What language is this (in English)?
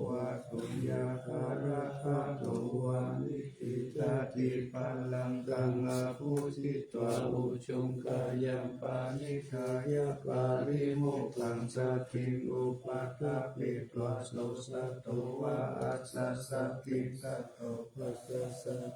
Pali